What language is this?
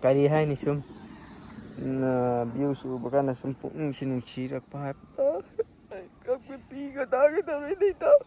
Manipuri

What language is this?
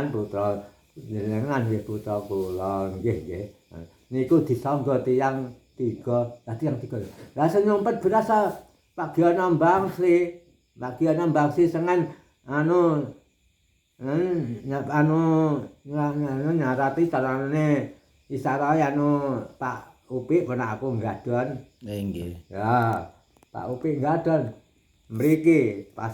Javanese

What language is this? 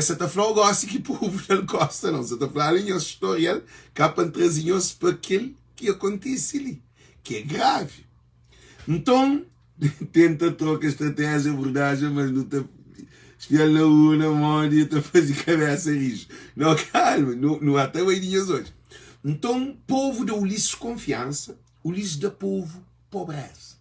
Kabuverdianu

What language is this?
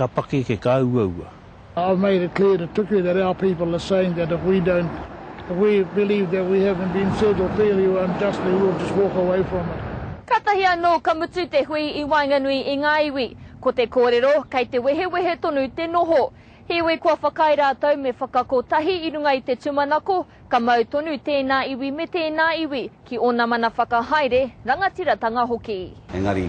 Māori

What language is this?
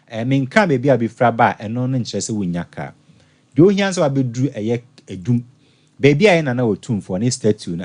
Akan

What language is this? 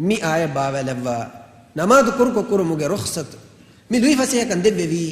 Divehi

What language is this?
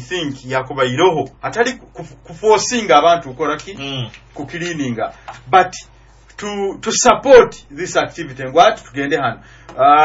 Nyoro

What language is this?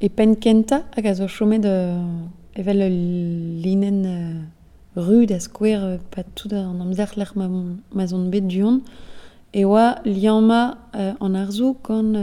Breton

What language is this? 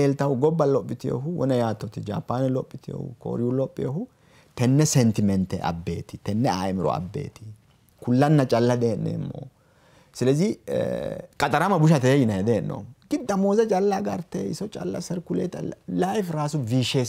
Sidamo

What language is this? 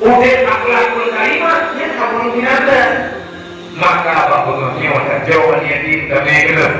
Achinese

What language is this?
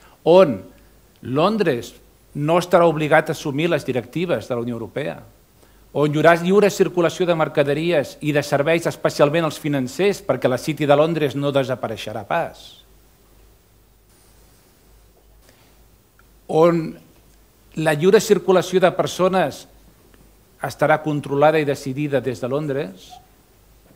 Catalan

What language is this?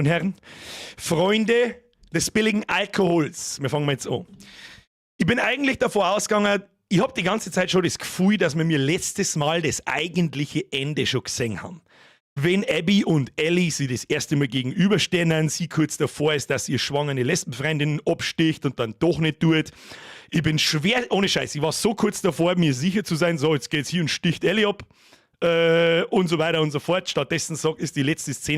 Bavarian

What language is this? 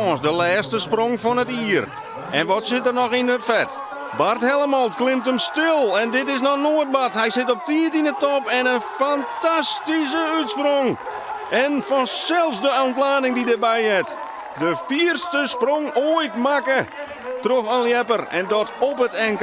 Western Frisian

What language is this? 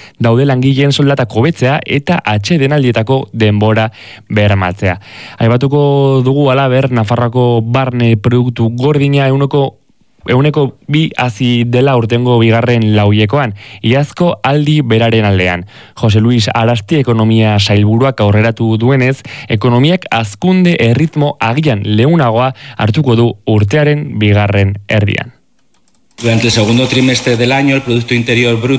Basque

